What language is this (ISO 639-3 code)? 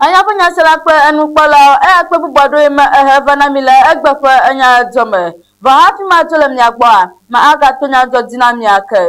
ewe